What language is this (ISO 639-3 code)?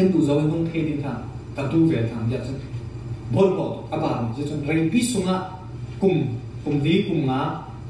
cfm